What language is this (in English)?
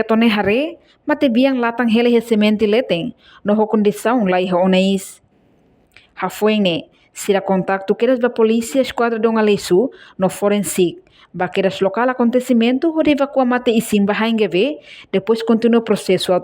Tetum